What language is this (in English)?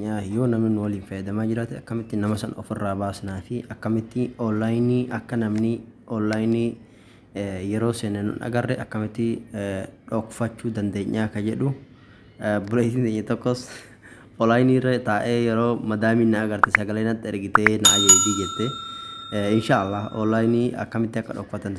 Oromo